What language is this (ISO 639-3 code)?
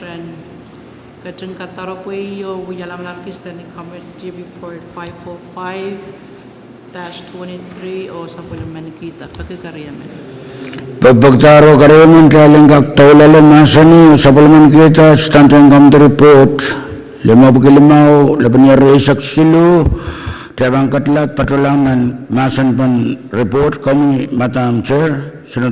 pon